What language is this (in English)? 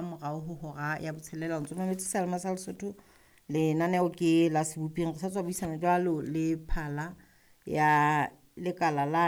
Southern Sotho